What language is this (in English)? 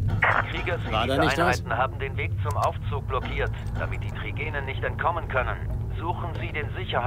Bavarian